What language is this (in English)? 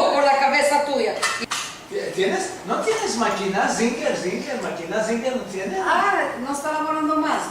Ladino